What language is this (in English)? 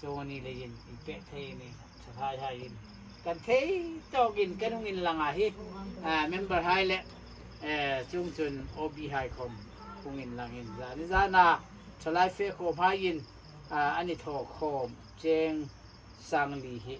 Hmar